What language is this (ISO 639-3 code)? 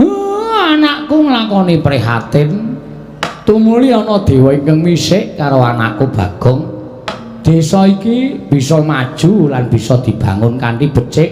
jav